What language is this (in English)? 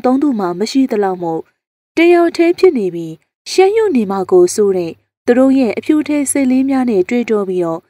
Burmese